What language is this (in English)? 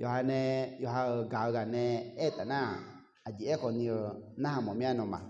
Akha